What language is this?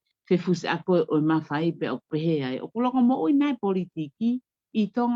Tongan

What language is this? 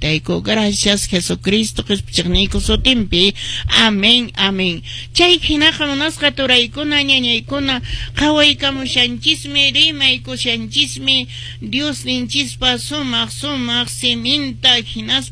Quechua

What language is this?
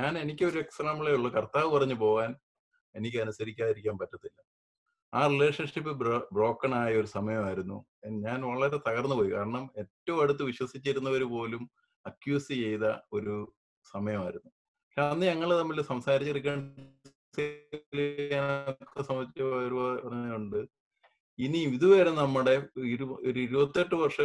Malayalam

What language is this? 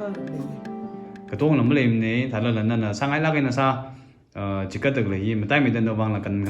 Tangkhul Naga (India)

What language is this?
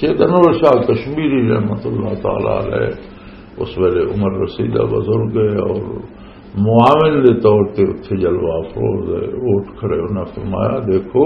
Western Panjabi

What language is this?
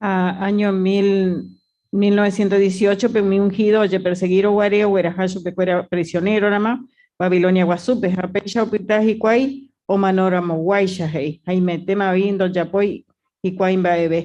Guarani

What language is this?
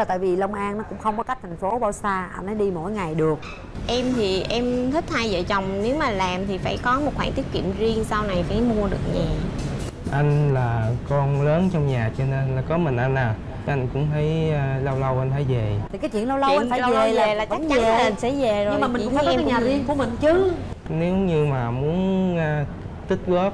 Vietnamese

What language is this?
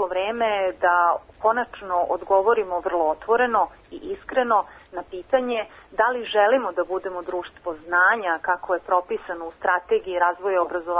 Serbian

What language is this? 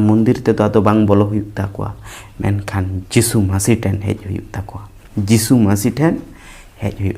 Santali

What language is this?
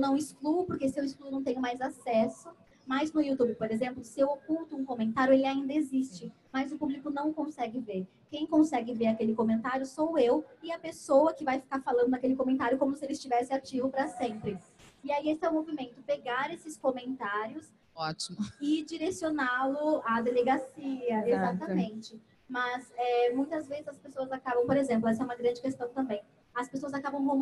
Portuguese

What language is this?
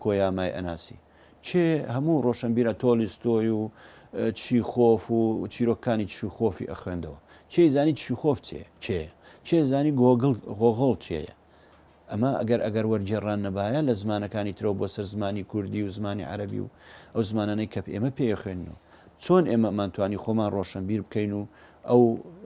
Central Kurdish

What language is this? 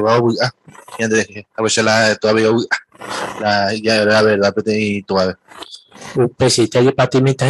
Guarani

